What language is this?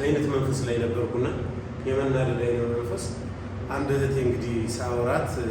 Amharic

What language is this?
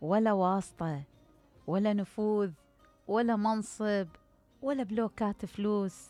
Mesopotamian Arabic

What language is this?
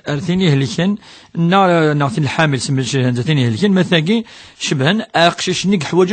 Kabyle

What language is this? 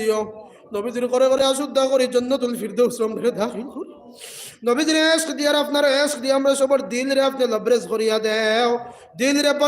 Sylheti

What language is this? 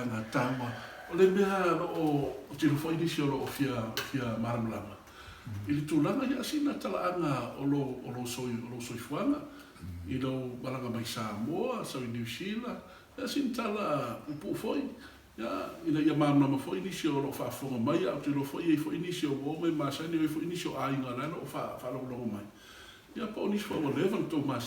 Samoan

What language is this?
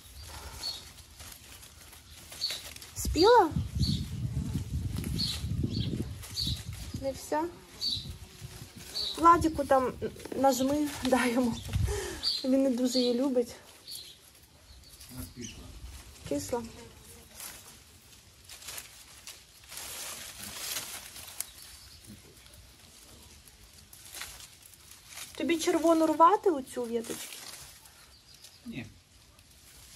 Ukrainian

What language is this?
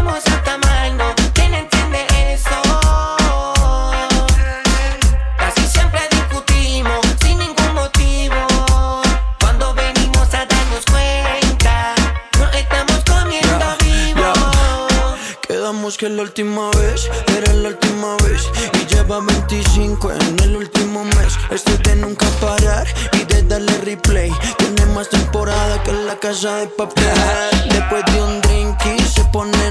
Spanish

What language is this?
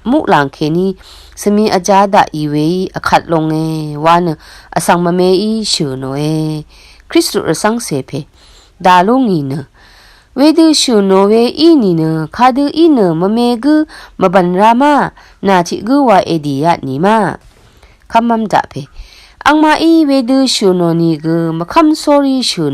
Rawang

